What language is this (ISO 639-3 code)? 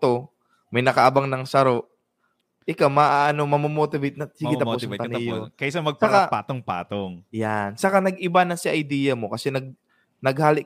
bik